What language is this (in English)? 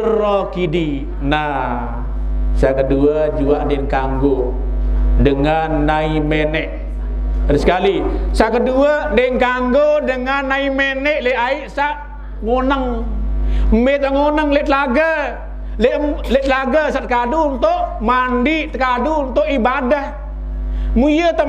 Sasak